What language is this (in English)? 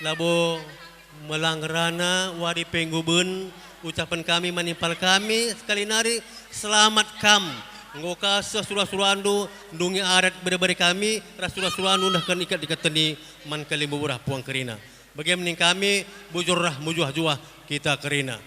Batak Karo